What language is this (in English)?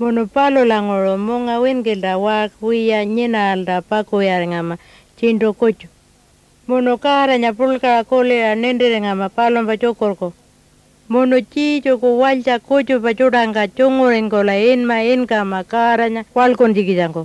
Pitjantjatjara